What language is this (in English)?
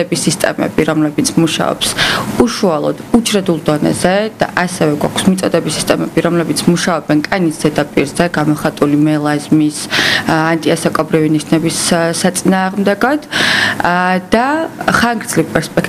Georgian